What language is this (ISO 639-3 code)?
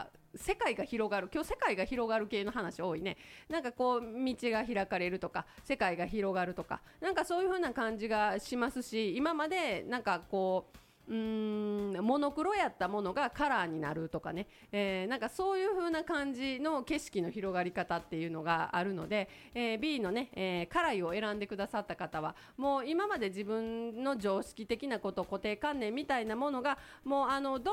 jpn